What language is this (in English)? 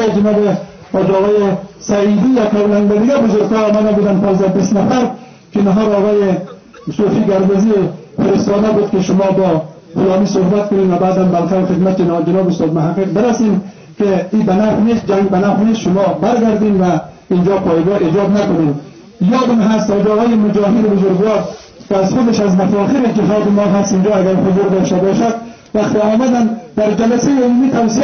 Persian